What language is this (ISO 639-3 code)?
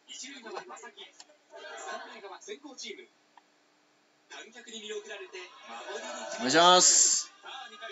jpn